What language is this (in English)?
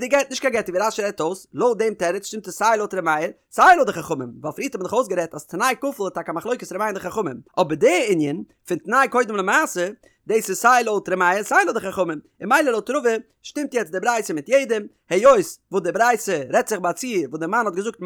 Yiddish